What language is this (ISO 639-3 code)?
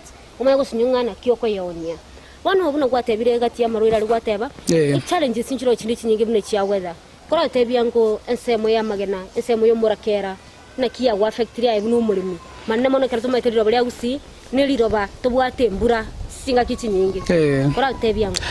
guz